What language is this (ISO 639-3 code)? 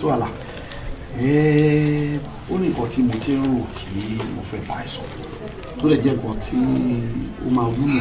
yor